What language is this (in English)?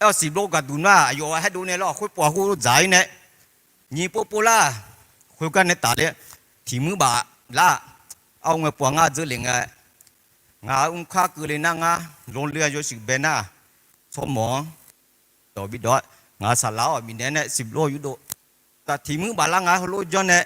Akha